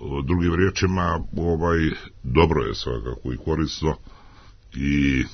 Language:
Serbian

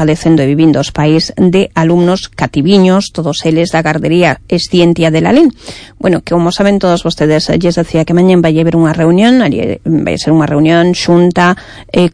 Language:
Galician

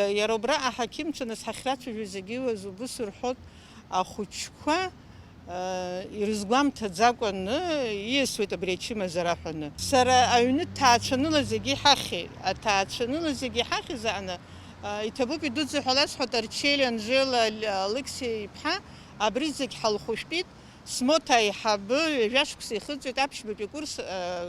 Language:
Abkhazian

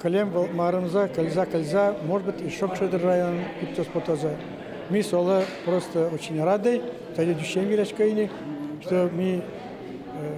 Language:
Udmurt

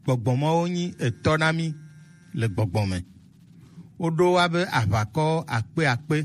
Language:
Gen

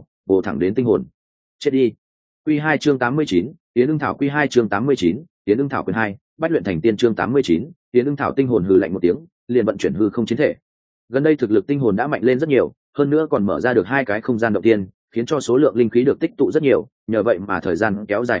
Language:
Vietnamese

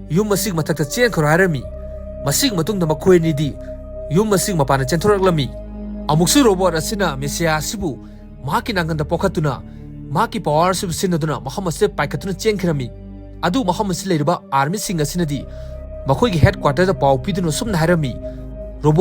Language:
Manipuri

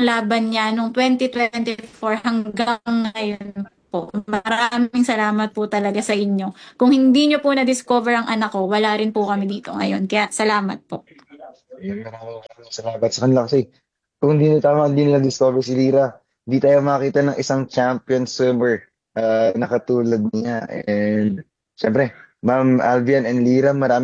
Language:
Filipino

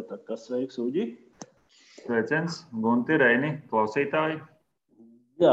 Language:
Latvian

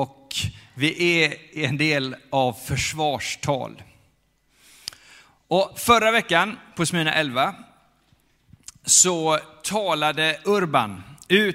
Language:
Swedish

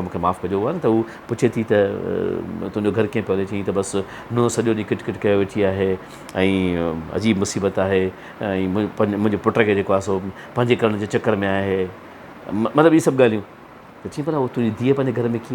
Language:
Sindhi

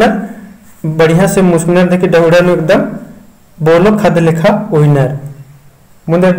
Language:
Kurukh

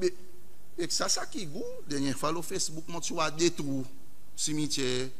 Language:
Seselwa Creole French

